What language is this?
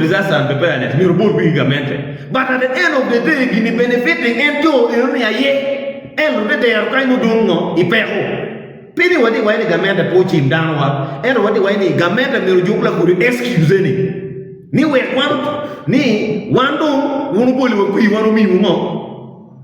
Acoli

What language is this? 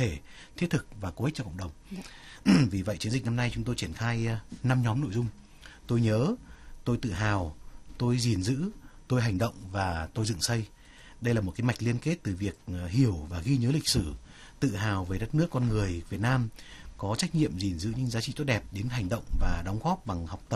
Vietnamese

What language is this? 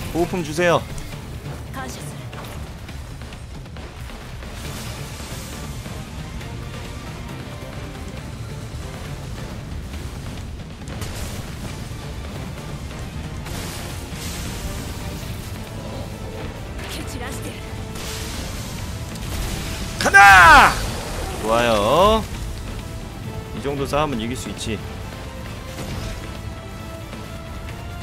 Korean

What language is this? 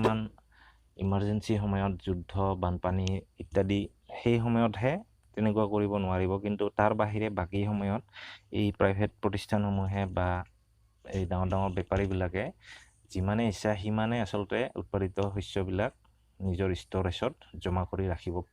Assamese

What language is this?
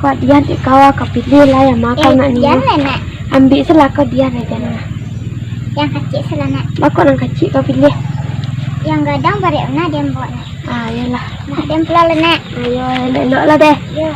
Minangkabau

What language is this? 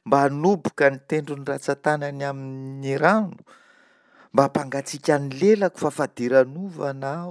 Malagasy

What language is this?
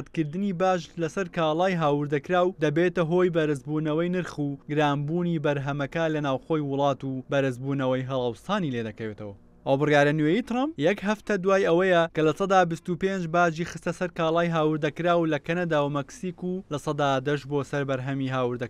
Central Kurdish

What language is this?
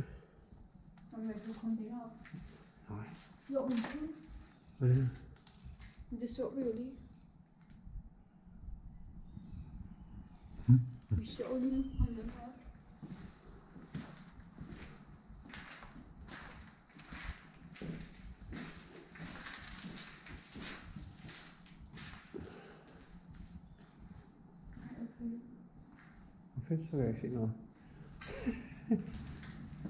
Danish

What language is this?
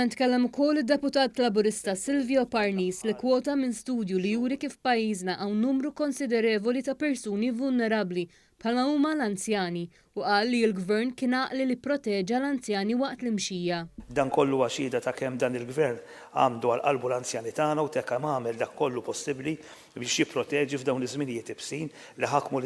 Maltese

